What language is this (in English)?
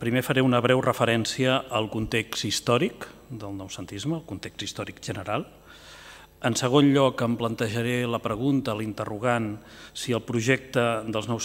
Catalan